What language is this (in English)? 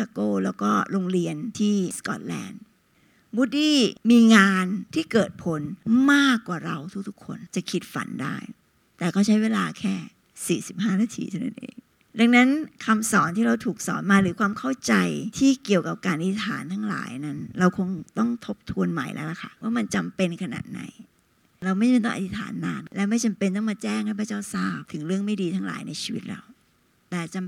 Thai